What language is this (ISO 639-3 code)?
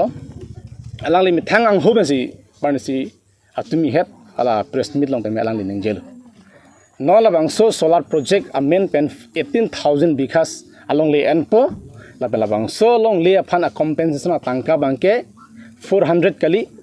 mjw